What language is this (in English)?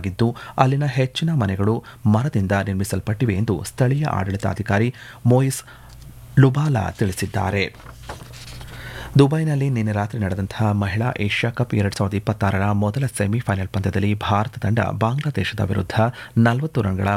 Kannada